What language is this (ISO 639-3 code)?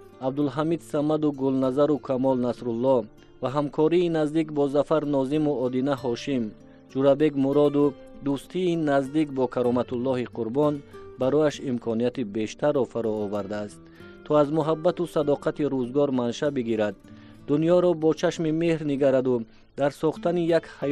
tgk